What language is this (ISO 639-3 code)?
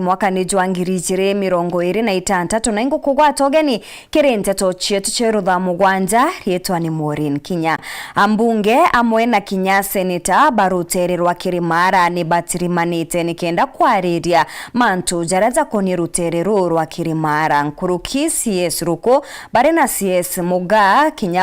mer